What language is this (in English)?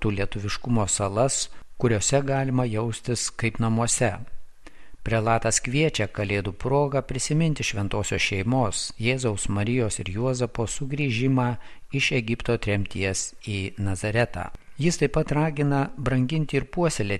Lithuanian